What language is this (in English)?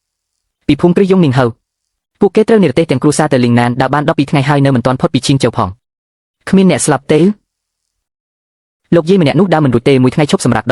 Khmer